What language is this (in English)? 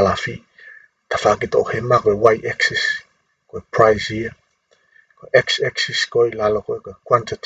Tongan